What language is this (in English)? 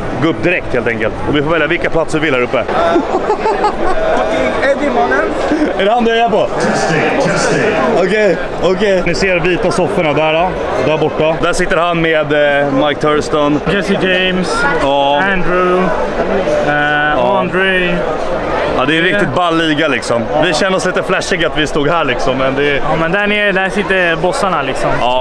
Swedish